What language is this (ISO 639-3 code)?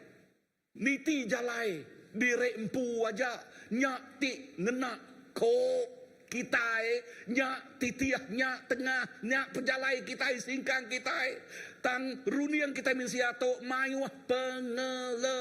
iba